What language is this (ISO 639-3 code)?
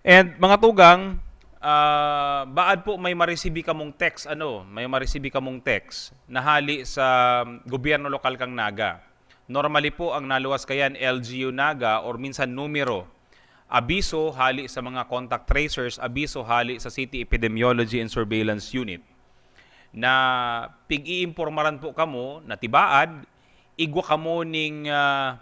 bik